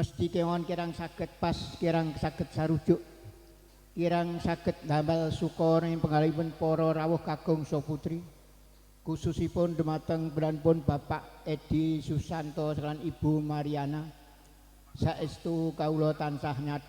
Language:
Javanese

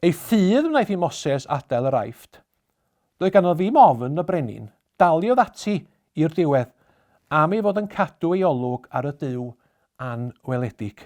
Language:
Welsh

